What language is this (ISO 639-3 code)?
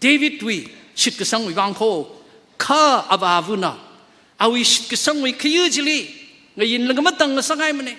nmf